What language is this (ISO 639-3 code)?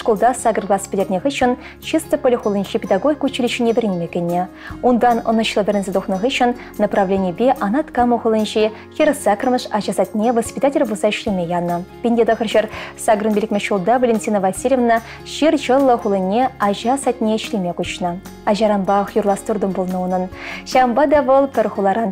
chv